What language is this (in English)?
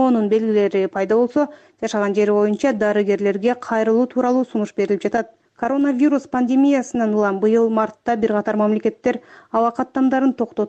Kyrgyz